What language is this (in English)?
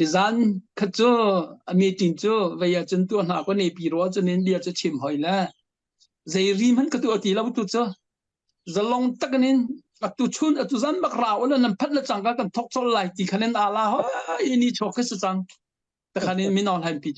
Hakha Chin